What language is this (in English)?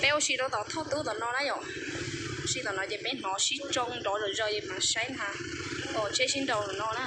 Hmong